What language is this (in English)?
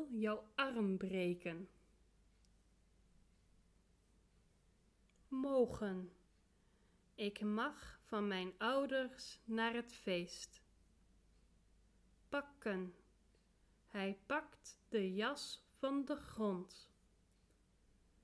Dutch